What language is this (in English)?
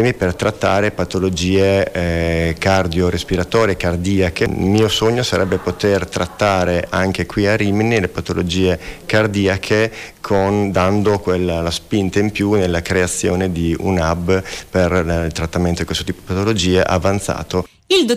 Italian